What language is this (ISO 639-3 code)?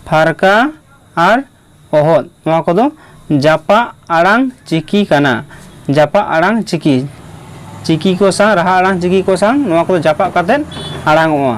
sat